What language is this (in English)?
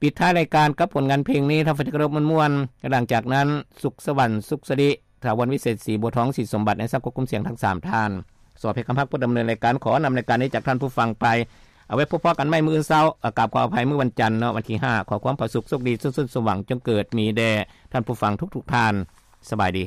Lao